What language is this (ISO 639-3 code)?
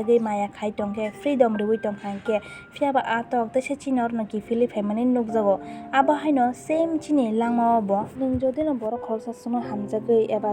trp